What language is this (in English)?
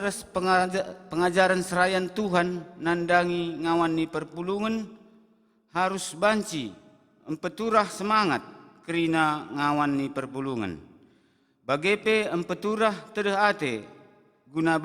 Batak Karo